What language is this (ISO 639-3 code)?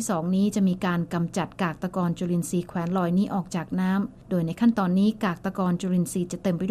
tha